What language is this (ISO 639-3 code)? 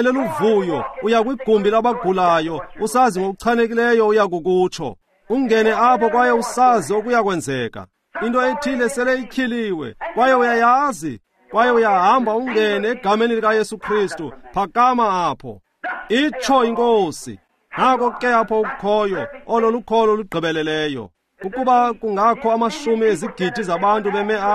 xho